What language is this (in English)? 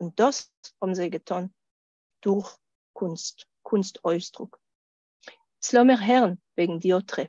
Yiddish